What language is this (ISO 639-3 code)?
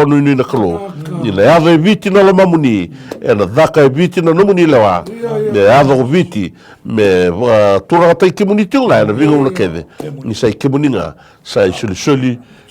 fij